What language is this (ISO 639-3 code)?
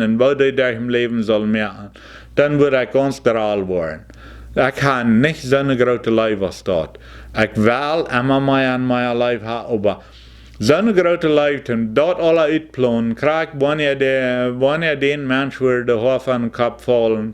pdt